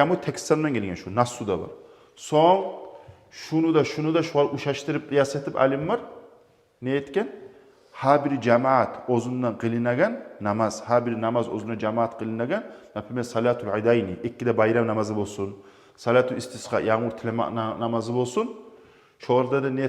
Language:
Kumyk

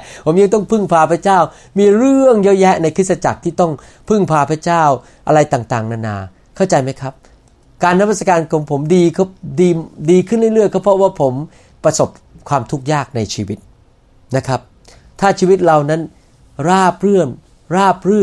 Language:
Thai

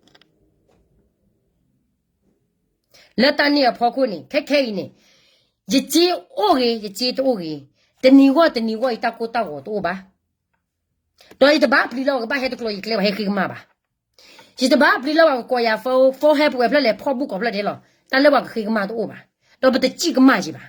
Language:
S'gaw Karen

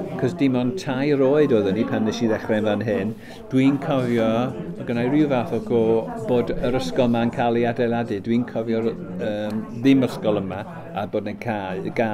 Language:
Welsh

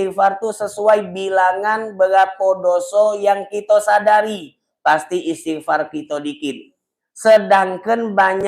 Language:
Musi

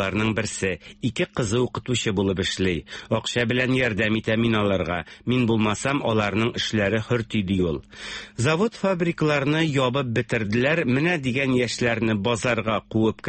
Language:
Tatar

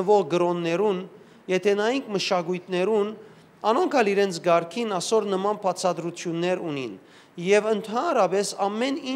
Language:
Western Armenian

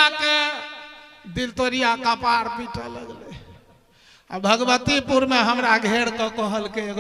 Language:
Maithili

